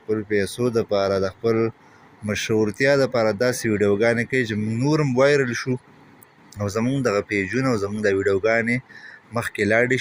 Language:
Pashto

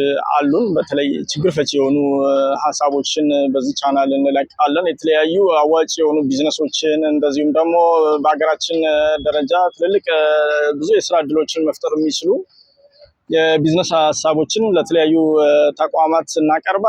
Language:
Amharic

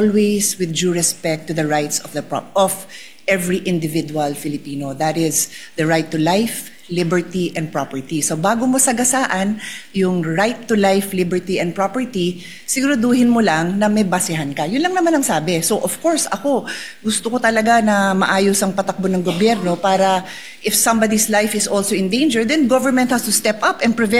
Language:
Filipino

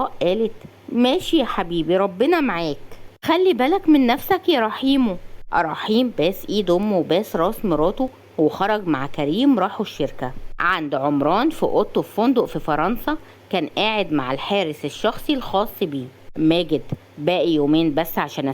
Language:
Egyptian Arabic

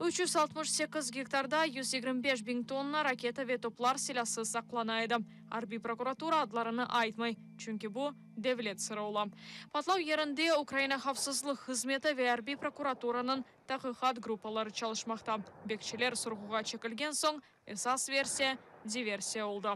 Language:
Crimean Tatar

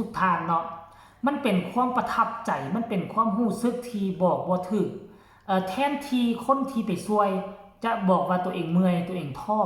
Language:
Northeastern Thai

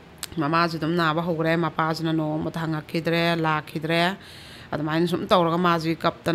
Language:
Manipuri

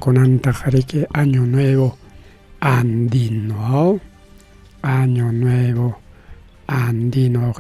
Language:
Ayacucho Quechua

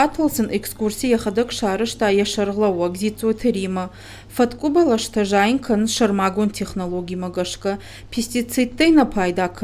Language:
Ossetic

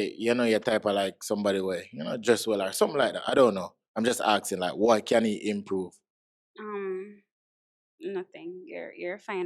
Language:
Jamaican Creole English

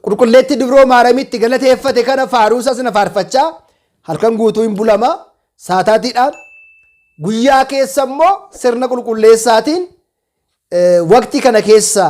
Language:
Oromo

